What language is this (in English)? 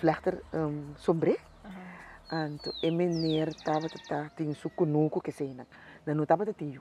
Papiamento